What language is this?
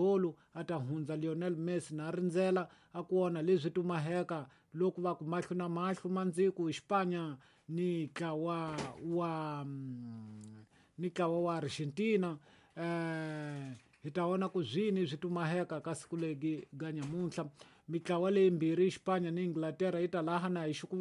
Tsonga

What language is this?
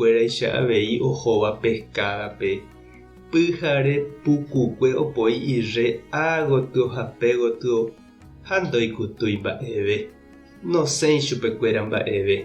Guarani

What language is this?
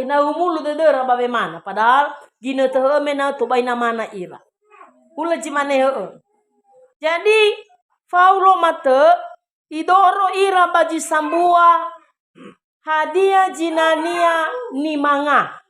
Nias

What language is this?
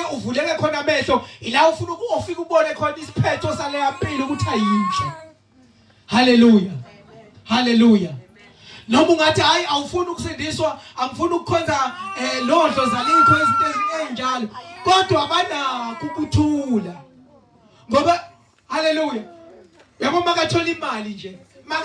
Zulu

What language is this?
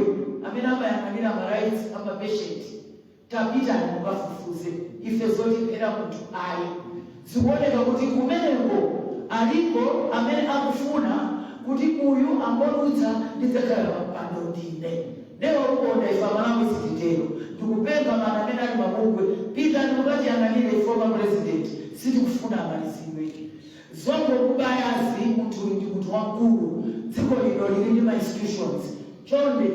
Nyanja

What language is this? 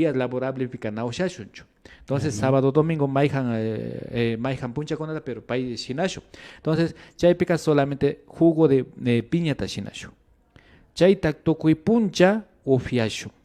Imbabura Highland Quichua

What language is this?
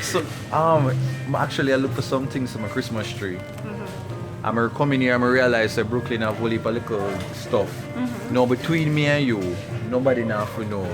Jamaican Creole English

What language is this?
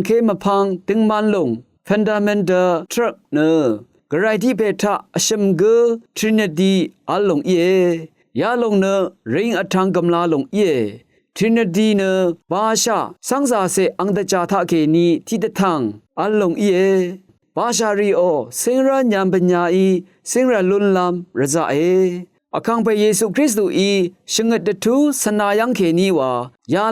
Rawang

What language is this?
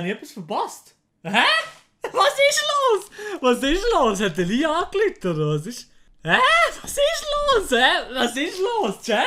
Swiss German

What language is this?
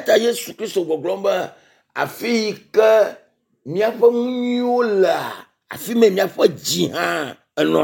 Ewe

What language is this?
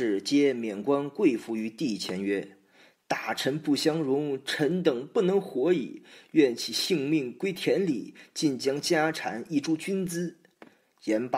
Chinese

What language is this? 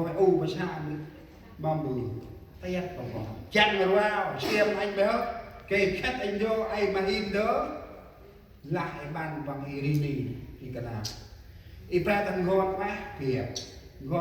Central Mnong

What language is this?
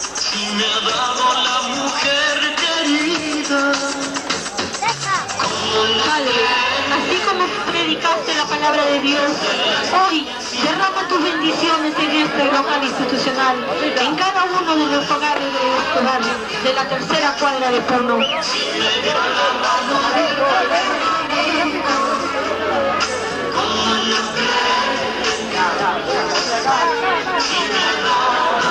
Spanish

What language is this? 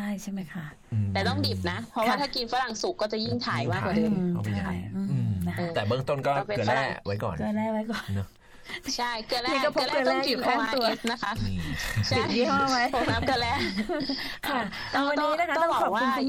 Thai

